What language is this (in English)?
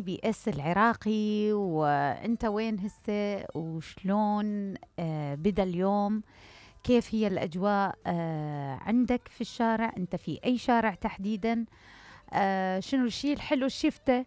Mesopotamian Arabic